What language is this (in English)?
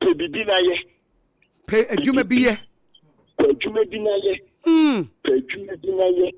Akan